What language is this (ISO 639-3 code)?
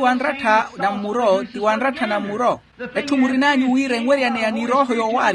vmw